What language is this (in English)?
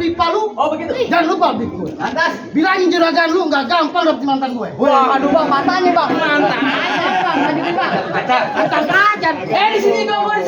Betawi